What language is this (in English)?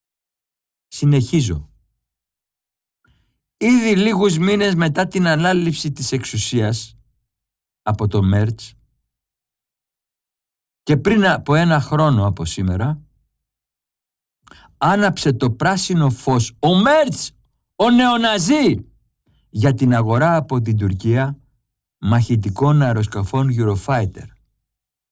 Greek